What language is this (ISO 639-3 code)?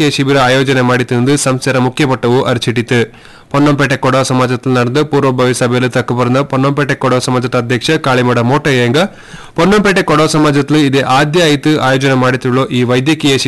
kan